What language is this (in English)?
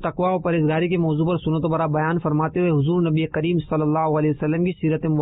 Urdu